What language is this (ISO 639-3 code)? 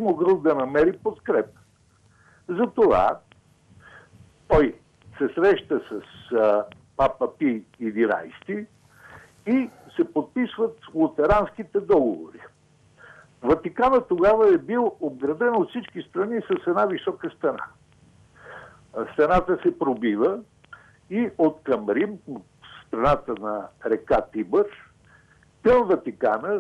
bul